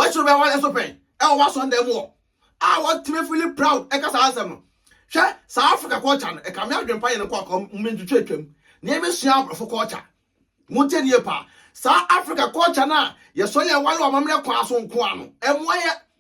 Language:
Akan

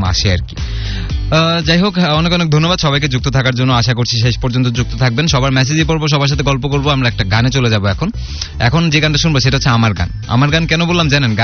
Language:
Bangla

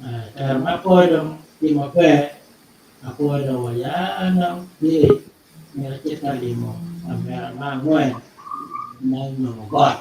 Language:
Acoli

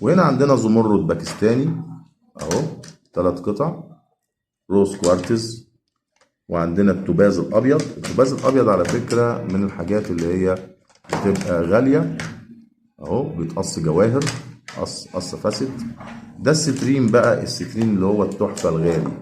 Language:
Egyptian Arabic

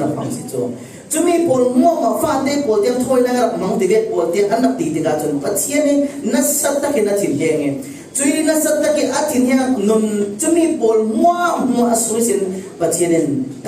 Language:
Falam Chin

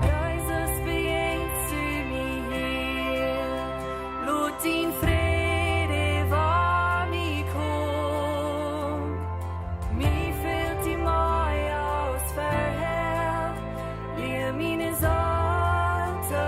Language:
Plautdietsch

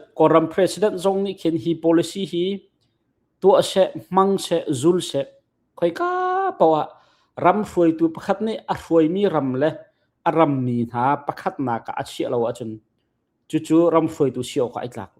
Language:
Hakha Chin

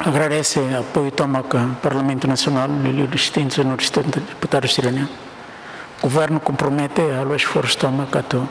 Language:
Tetum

